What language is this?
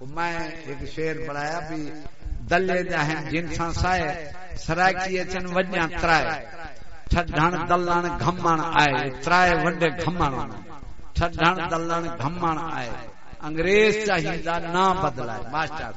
Saraiki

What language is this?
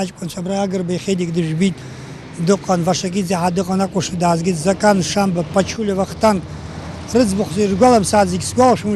Abkhazian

